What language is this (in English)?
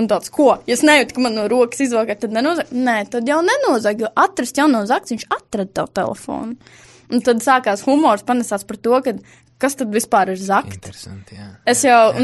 Latvian